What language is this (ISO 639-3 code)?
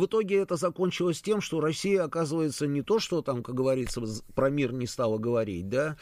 rus